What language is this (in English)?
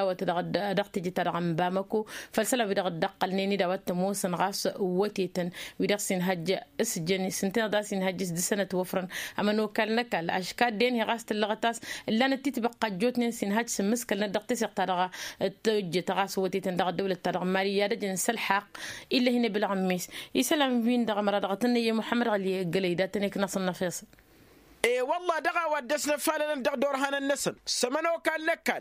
Tamasheq